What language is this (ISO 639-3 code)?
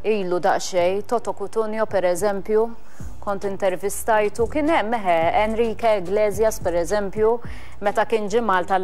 mlt